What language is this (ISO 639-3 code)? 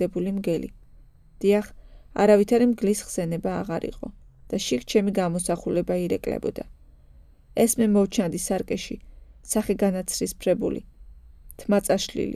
kat